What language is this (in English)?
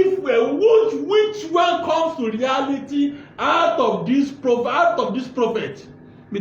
Yoruba